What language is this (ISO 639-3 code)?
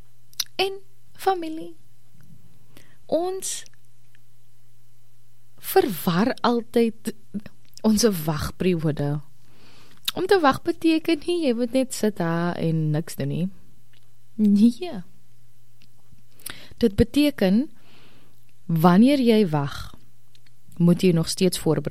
afr